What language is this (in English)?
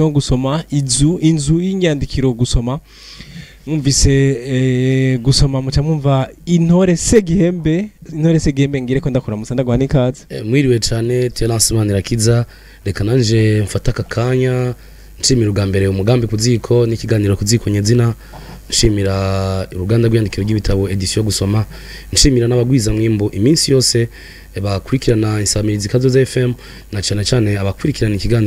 Rundi